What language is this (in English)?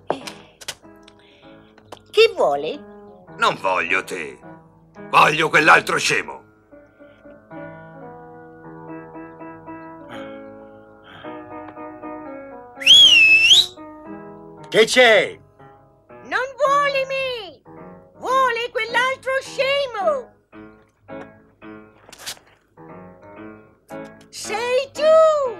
Italian